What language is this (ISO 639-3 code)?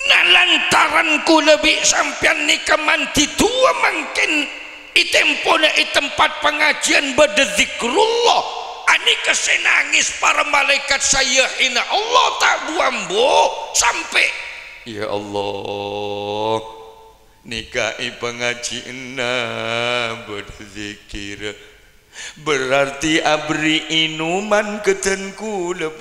mad